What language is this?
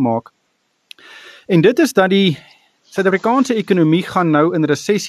Afrikaans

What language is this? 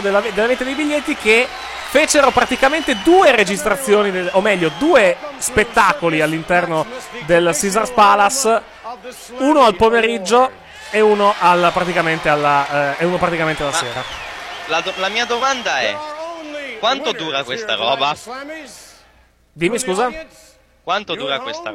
Italian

